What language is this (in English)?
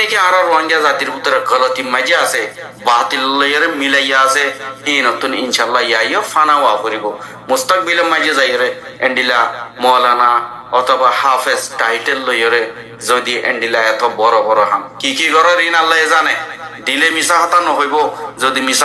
Rohingya